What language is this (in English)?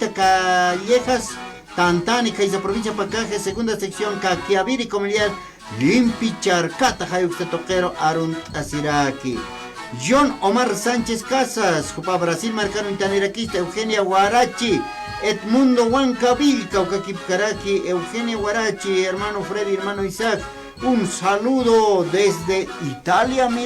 Aymara